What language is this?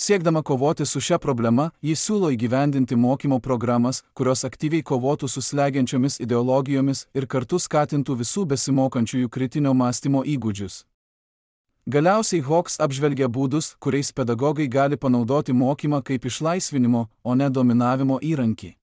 Lithuanian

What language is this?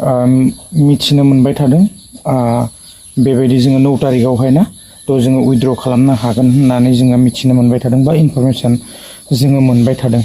Bodo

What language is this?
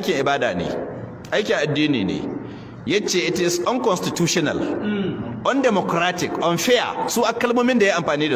Hausa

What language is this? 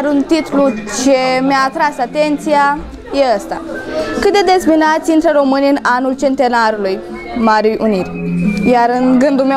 Romanian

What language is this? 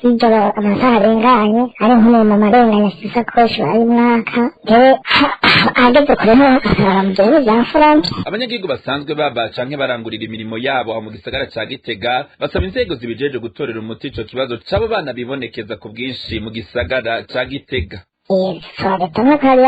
Rundi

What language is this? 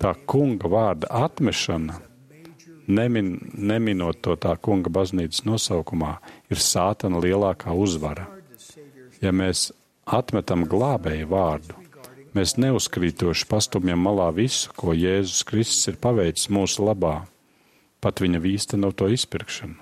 Latvian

